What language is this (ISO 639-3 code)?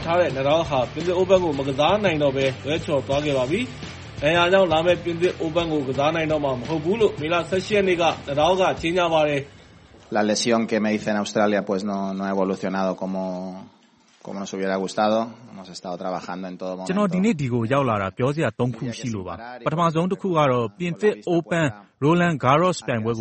mya